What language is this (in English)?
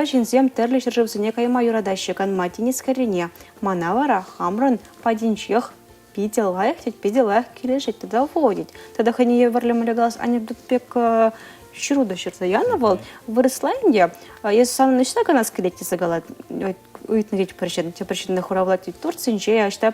Chuvash